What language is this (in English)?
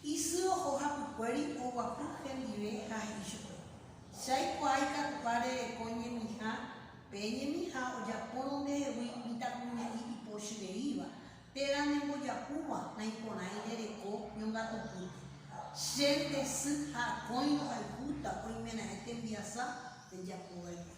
Guarani